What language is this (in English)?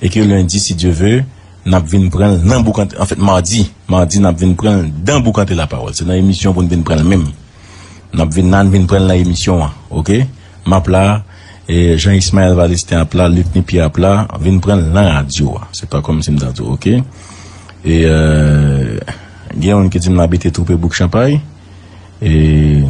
Haitian Creole